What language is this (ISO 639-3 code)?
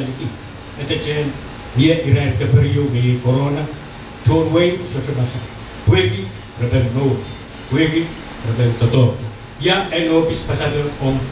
pon